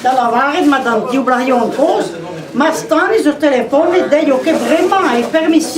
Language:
Breton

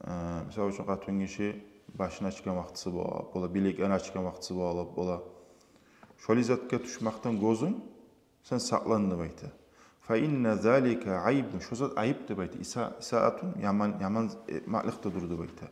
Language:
Kumyk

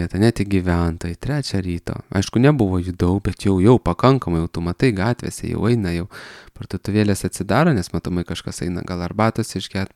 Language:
Lithuanian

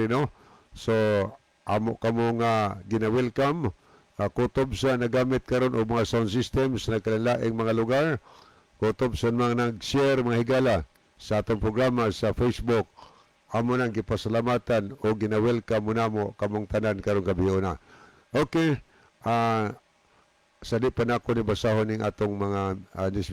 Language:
Cebuano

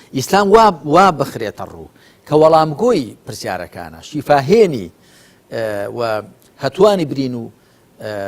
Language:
Central Kurdish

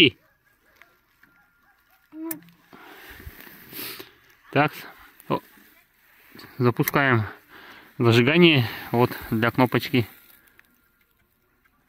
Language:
Russian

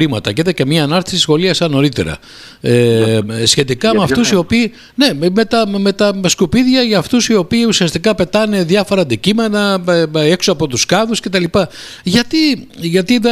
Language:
Greek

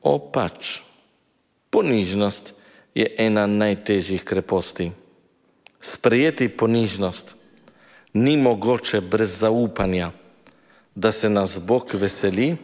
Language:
Slovenian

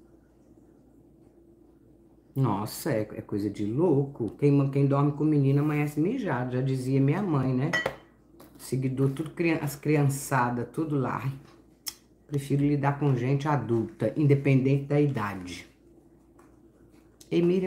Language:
Portuguese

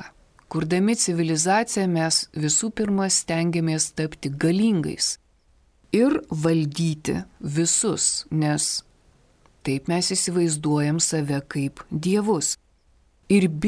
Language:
Lithuanian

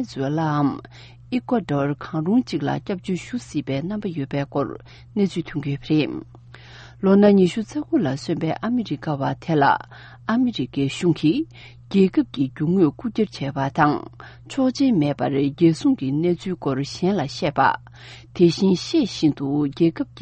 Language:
Tibetan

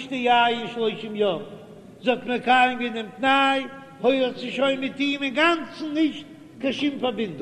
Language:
Yiddish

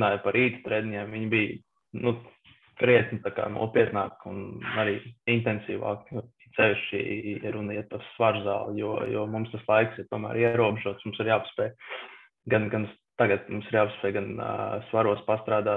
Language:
Latvian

